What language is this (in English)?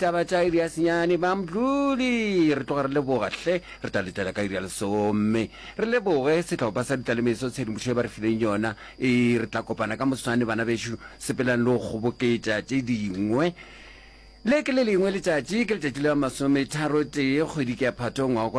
Northern Sotho